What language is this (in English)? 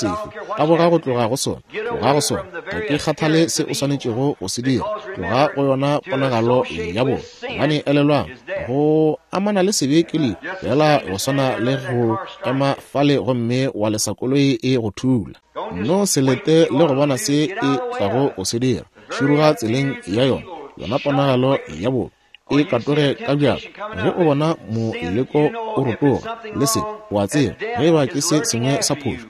Northern Sotho